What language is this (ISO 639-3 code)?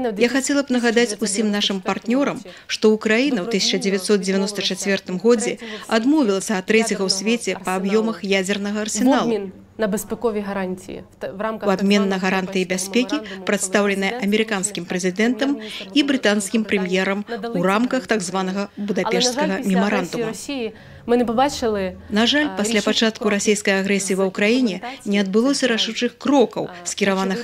bel